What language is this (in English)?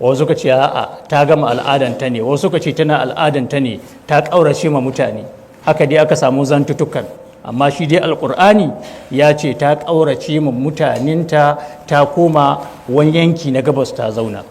Hausa